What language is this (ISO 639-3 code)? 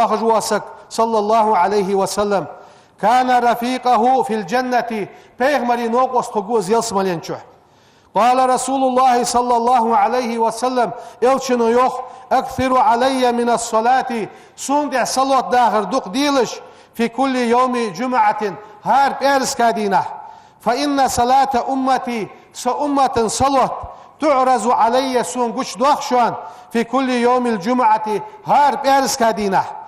inh